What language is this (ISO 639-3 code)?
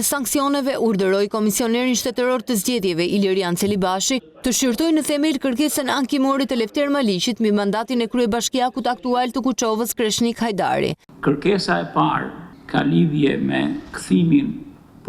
sqi